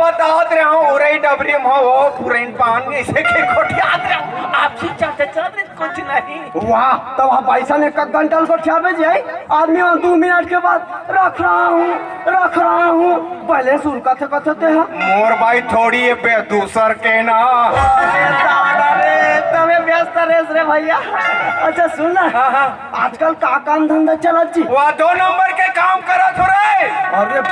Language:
Chhattisgarhi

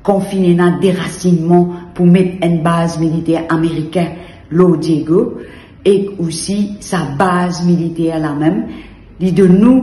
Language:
Morisyen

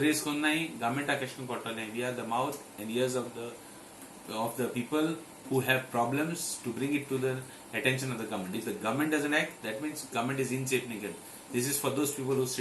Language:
Konkani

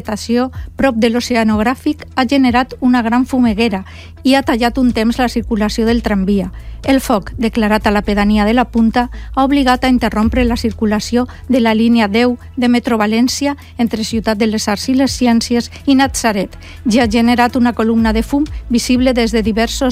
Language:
Catalan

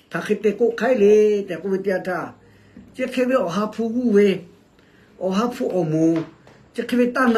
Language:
Lahu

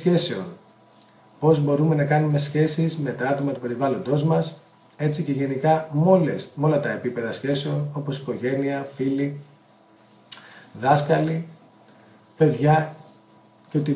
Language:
Greek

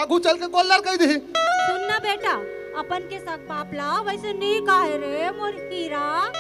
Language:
Chhattisgarhi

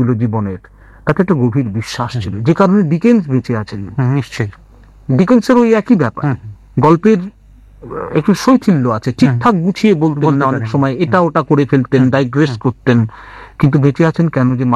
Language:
Bangla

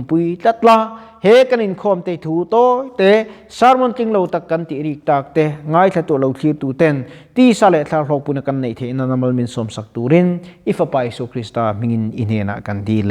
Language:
Mizo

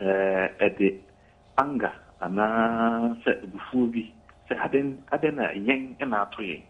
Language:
Akan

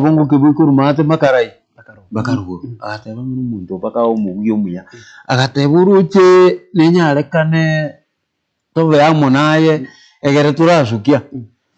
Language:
Gusii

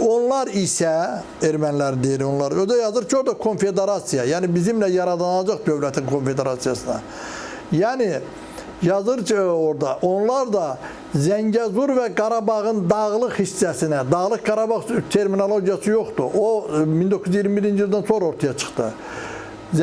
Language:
Azerbaijani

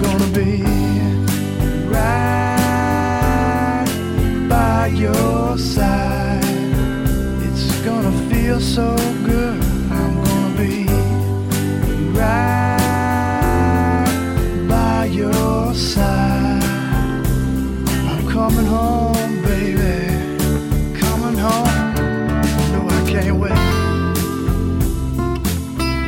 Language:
English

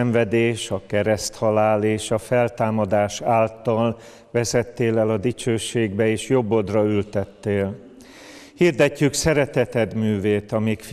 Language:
Hungarian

